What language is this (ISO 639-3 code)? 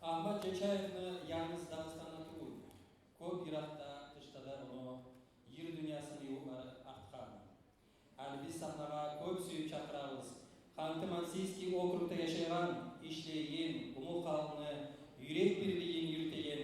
kum